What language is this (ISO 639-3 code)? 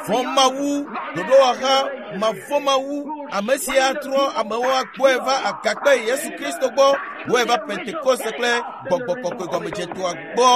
ewe